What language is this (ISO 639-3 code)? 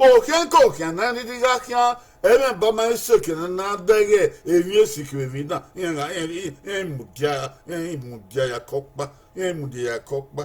bin